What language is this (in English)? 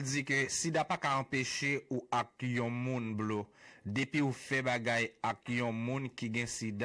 Haitian Creole